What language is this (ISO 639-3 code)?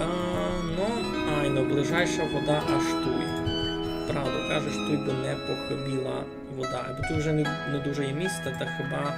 rue